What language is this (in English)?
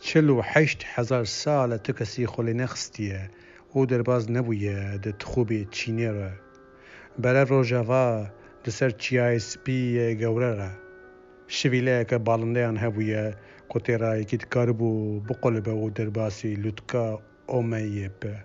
Kurdish